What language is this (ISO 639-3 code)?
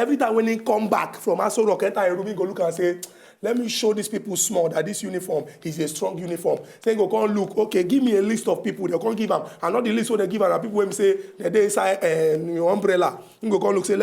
pcm